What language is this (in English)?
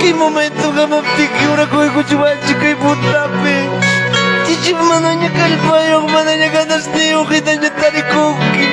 Ayacucho Quechua